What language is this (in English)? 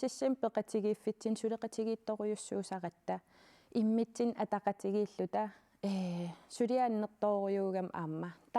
Kalaallisut